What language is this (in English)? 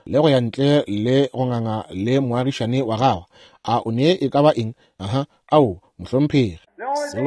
Northern Sotho